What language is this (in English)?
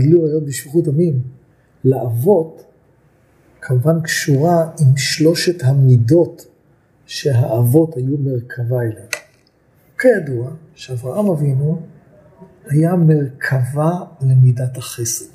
Hebrew